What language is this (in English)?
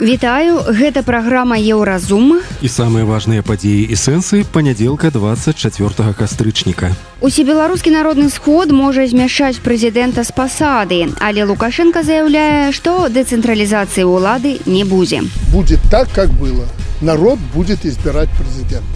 Belarusian